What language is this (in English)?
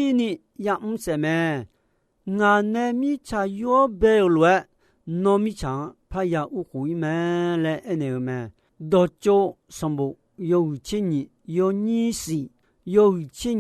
Akha